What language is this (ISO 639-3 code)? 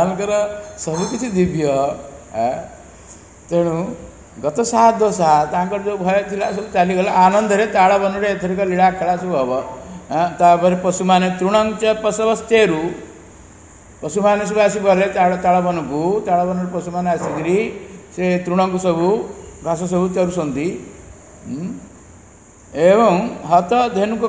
ori